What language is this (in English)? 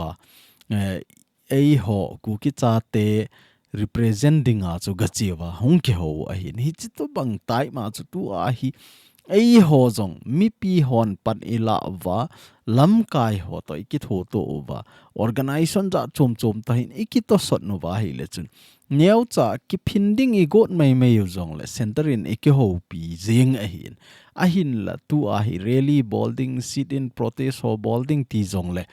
Thado Chin